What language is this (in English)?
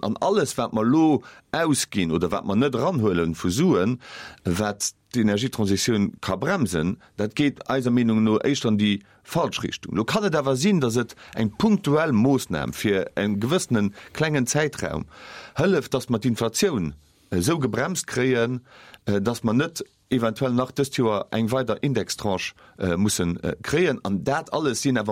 Luxembourgish